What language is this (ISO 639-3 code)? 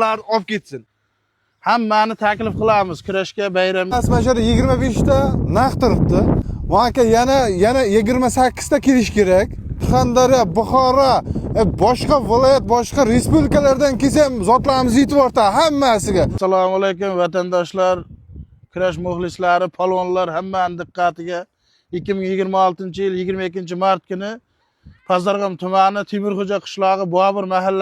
uzb